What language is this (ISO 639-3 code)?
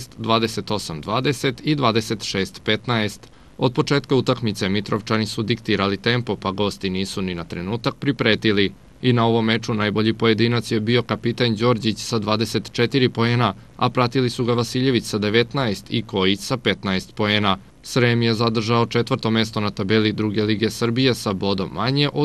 srp